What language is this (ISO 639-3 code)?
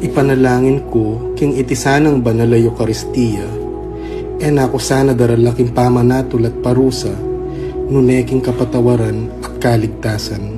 pam